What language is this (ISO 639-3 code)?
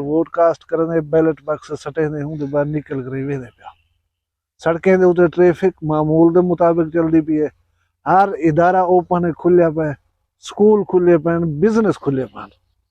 skr